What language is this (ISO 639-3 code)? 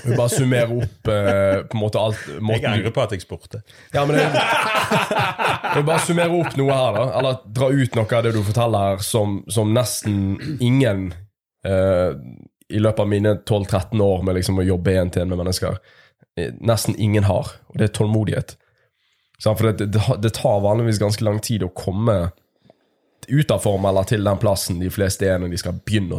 nor